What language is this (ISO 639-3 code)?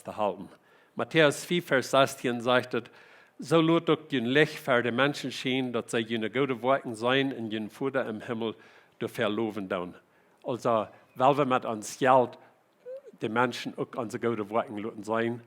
pdt